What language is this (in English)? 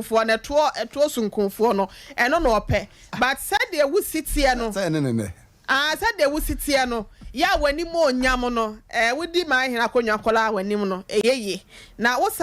Akan